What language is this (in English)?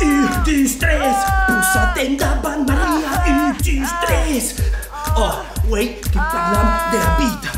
Occitan